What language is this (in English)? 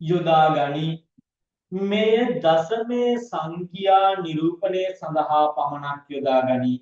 Sinhala